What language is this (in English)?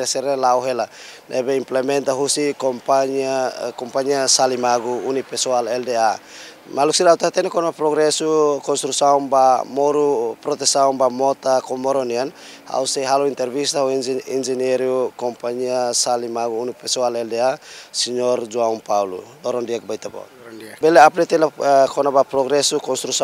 Tetum